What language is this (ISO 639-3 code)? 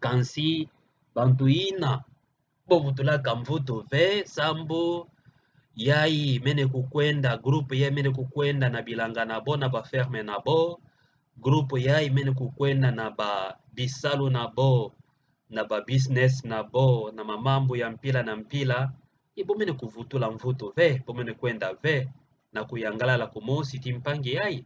ktu